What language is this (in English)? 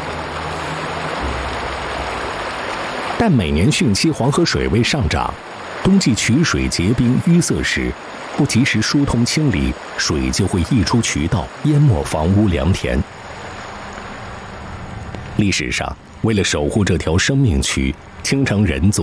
Chinese